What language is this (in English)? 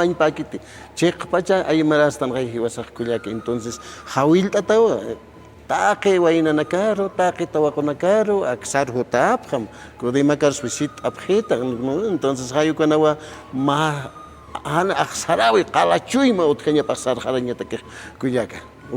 Aymara